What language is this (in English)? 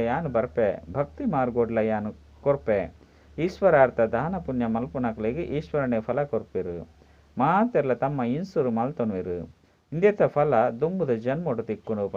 Tulu